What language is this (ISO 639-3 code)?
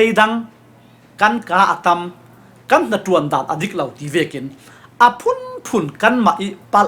cfm